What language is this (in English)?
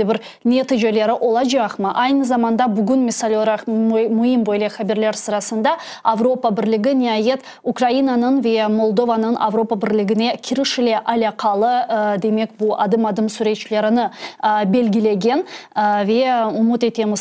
Crimean Tatar